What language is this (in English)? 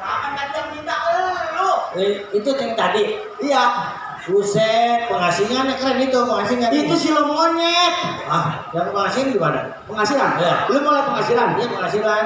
Betawi